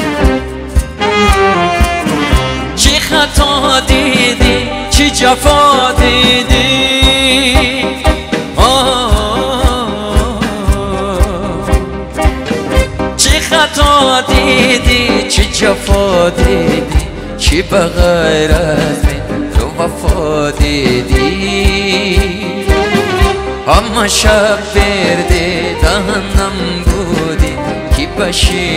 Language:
Persian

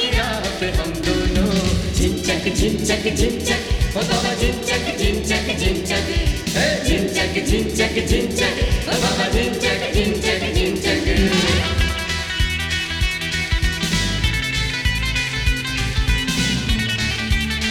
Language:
Hindi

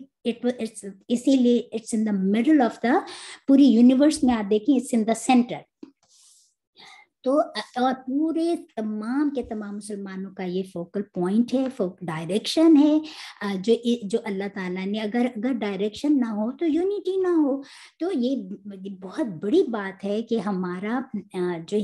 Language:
Urdu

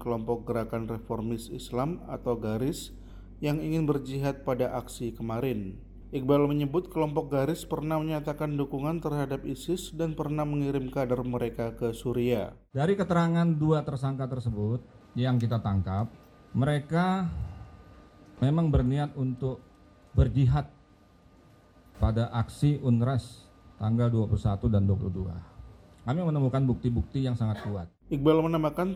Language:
Indonesian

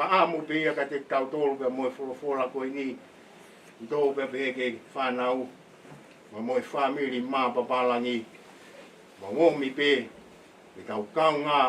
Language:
Tongan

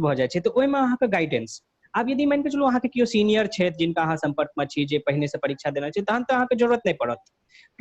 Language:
Maithili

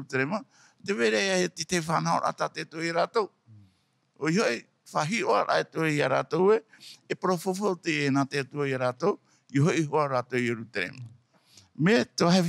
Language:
Tahitian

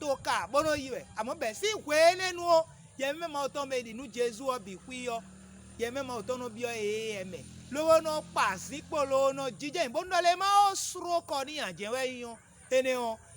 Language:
Fon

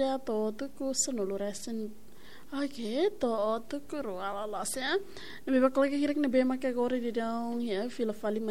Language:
Tetum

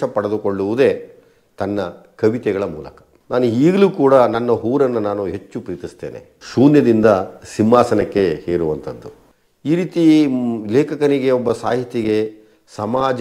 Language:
Kannada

